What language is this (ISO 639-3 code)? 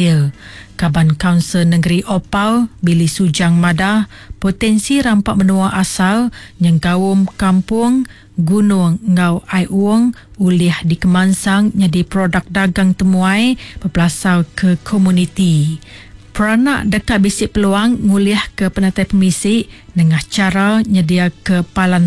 iba